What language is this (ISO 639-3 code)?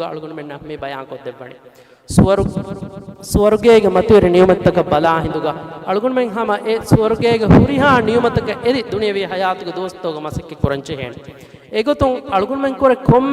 div